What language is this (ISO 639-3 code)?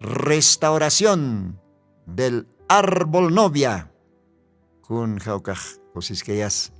aym